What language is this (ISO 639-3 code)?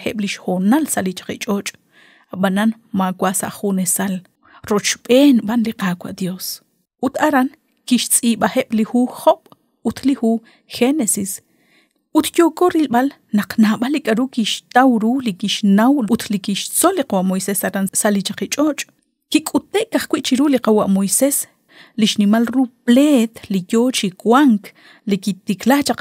kek